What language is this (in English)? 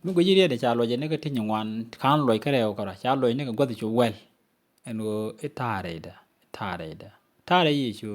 Nuer